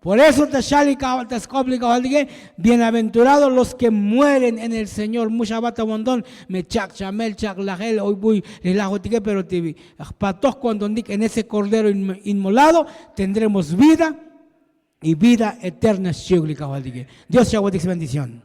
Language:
Tzotzil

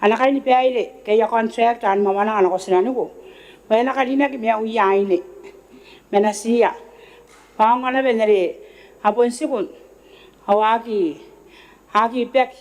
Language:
Gilbertese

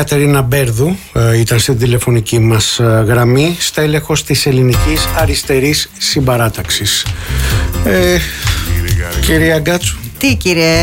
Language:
Greek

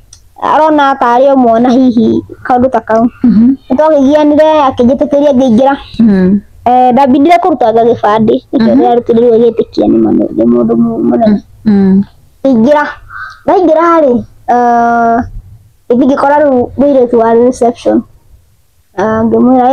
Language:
Kikuyu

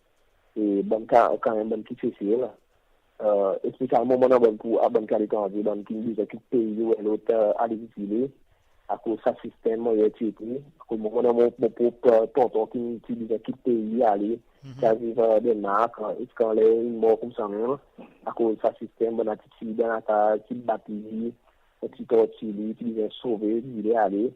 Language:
Seselwa Creole French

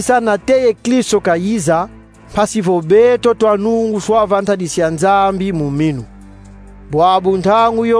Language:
Kongo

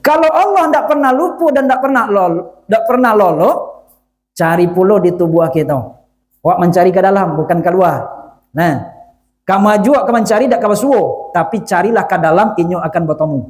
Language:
Minangkabau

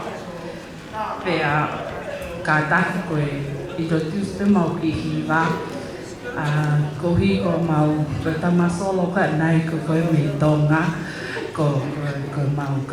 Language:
Tongan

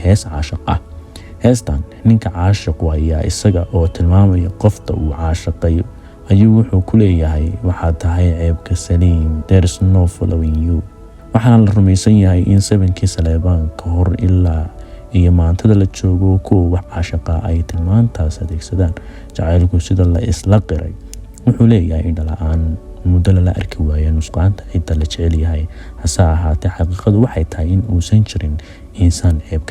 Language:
Somali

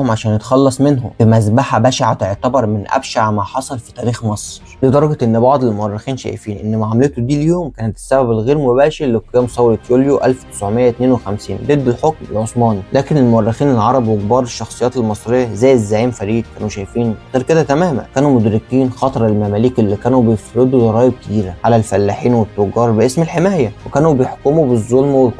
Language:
Egyptian Arabic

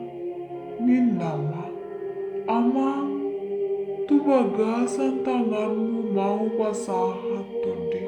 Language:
Batak Toba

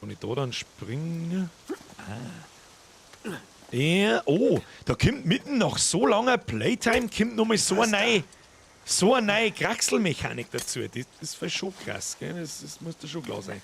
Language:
Bavarian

